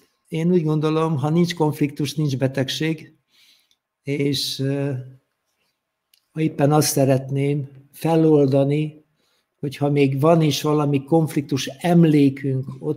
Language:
Hungarian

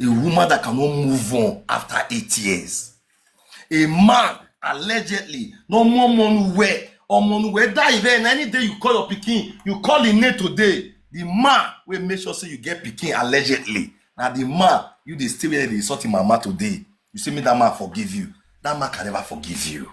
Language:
Nigerian Pidgin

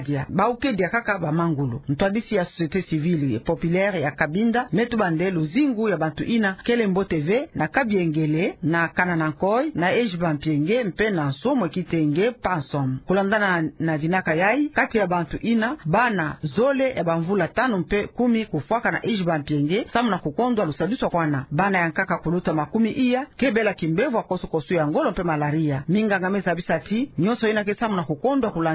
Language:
Kituba (Democratic Republic of Congo)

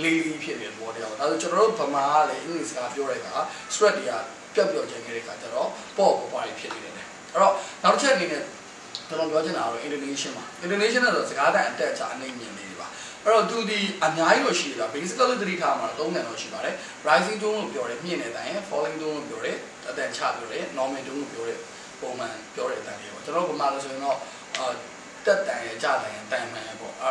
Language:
Burmese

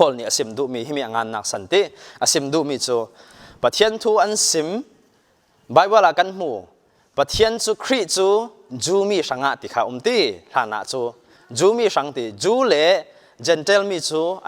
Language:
Falam Chin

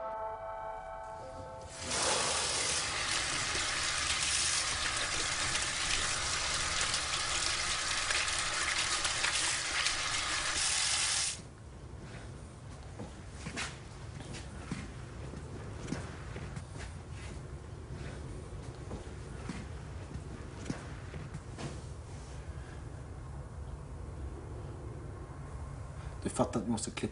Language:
Swedish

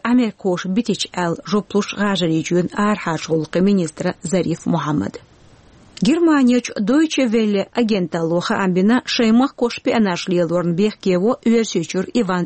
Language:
Chechen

